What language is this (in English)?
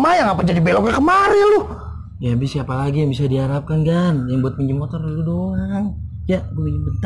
Betawi